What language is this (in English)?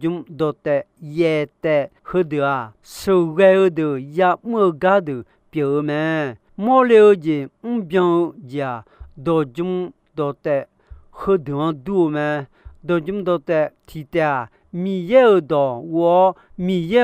Akha